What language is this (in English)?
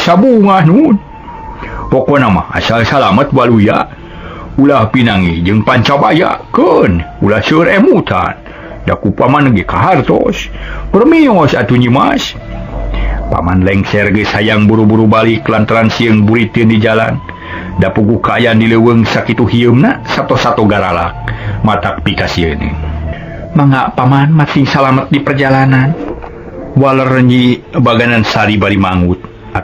Sundanese